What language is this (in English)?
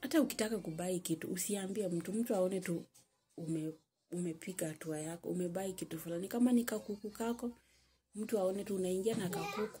Swahili